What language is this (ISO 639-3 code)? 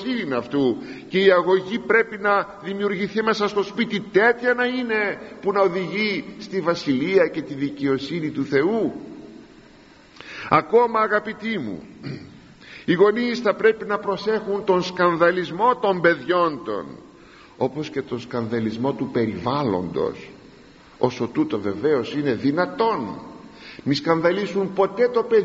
ell